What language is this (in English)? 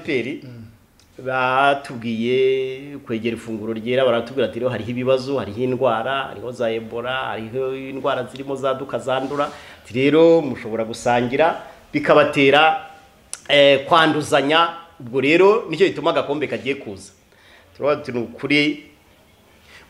Kinyarwanda